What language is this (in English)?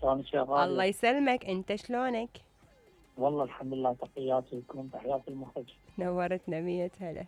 Mesopotamian Arabic